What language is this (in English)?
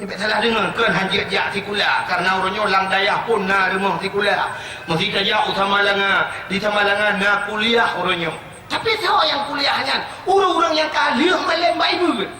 Achinese